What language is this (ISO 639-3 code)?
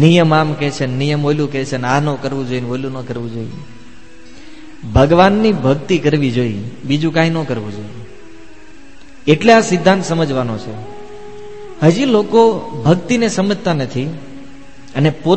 guj